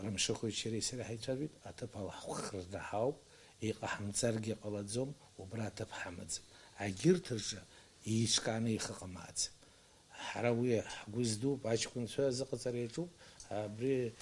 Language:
Abkhazian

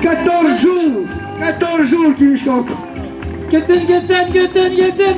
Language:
Atikamekw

